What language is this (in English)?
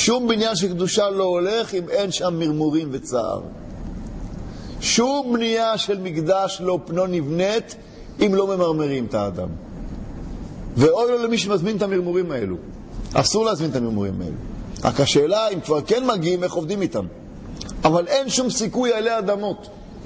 Hebrew